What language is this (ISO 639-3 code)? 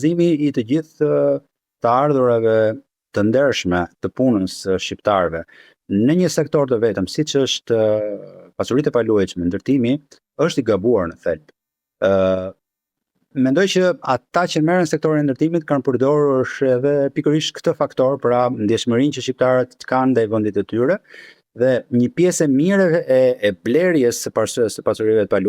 sqi